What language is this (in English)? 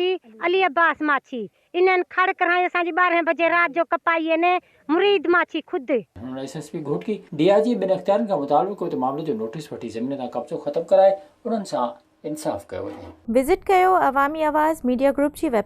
Sindhi